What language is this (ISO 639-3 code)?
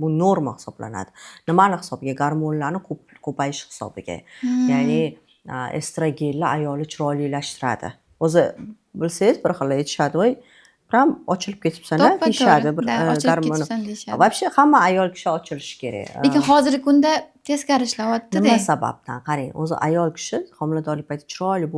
uzb